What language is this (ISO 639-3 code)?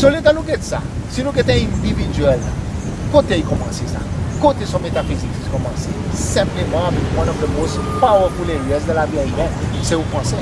crs